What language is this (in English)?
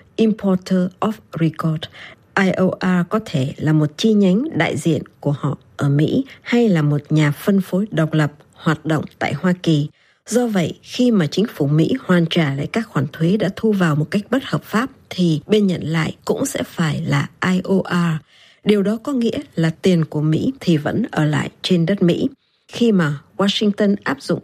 Vietnamese